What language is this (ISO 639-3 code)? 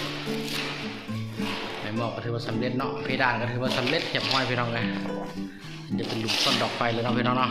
lao